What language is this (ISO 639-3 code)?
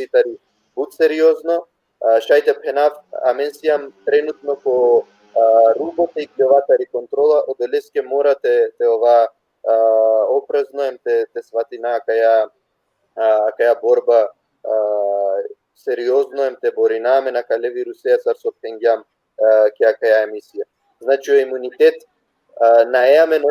rmn